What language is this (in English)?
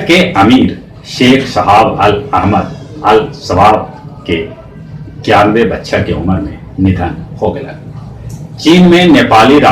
Magahi